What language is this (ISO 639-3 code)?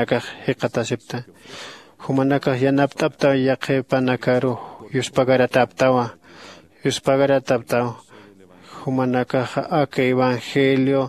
aym